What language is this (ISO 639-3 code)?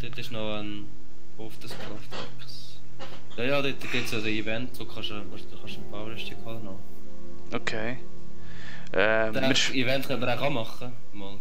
gsw